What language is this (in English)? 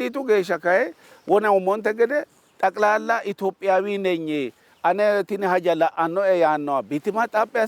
Sidamo